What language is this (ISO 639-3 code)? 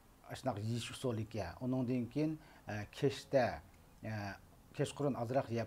uig